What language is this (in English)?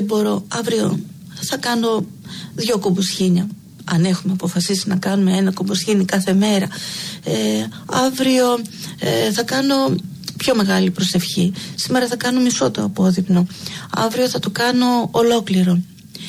Greek